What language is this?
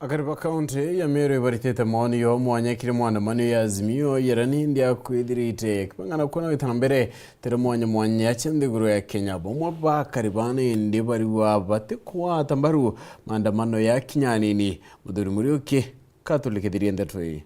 Meru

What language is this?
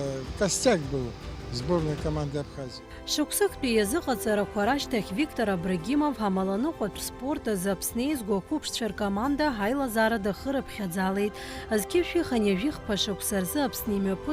Abkhazian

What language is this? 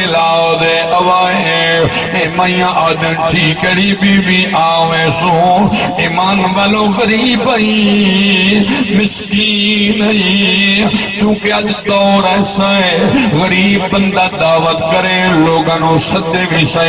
Saraiki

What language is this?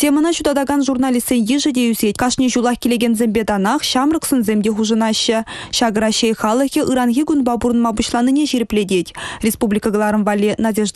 Chuvash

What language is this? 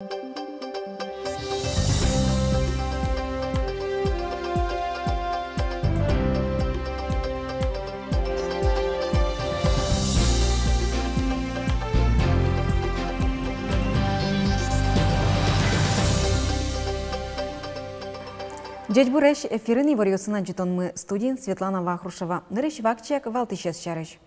Udmurt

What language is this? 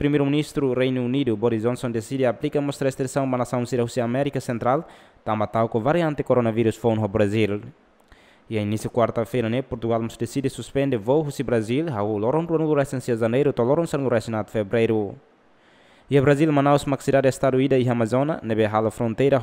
Tetum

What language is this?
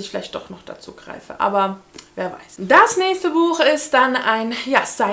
German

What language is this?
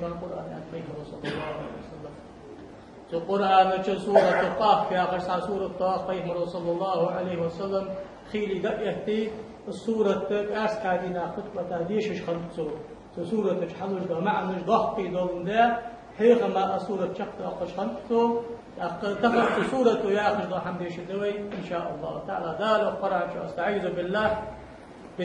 Ingush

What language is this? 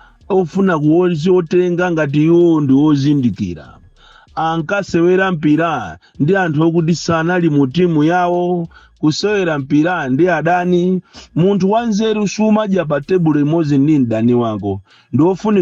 Nyanja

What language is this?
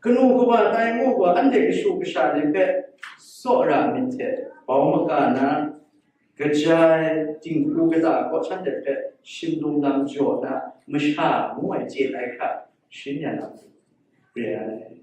Kachin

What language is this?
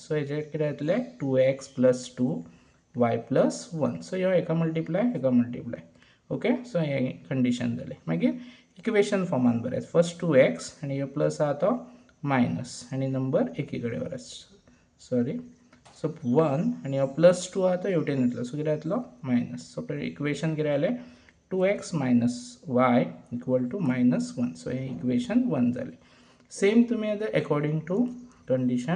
Konkani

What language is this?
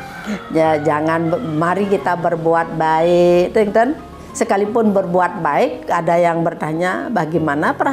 Balinese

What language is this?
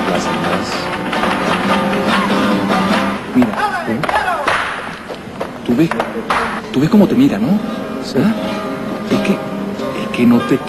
Spanish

